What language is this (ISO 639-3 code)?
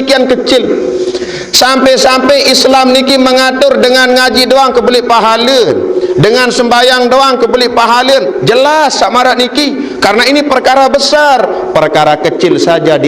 sas